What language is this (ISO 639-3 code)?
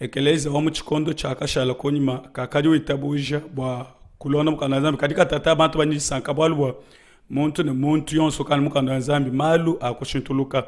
lua